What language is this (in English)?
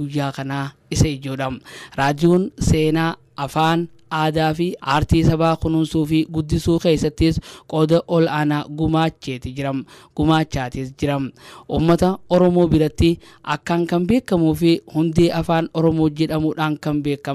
Oromo